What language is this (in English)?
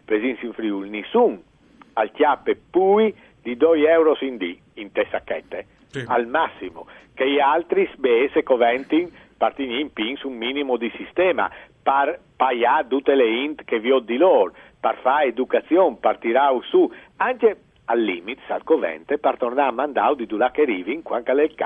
Friulian